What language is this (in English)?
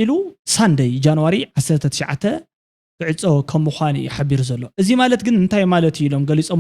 Tigrinya